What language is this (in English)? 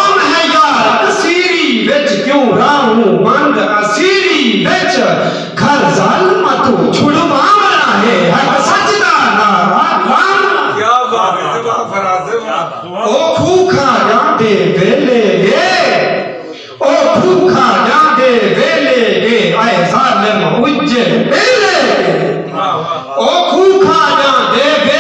Saraiki